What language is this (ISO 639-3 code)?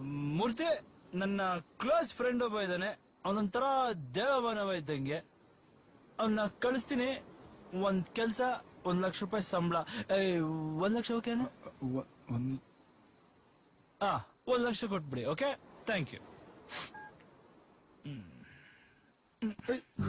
kan